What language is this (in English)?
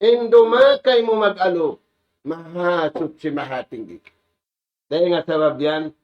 Tausug